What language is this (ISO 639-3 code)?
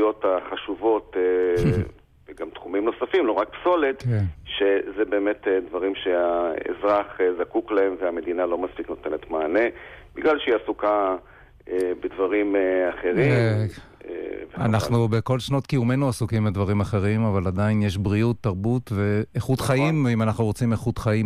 heb